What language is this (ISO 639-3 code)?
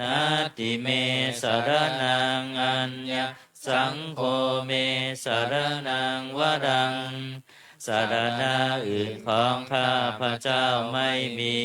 pli